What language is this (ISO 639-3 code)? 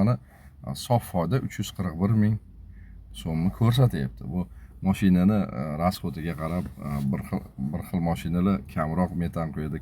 uzb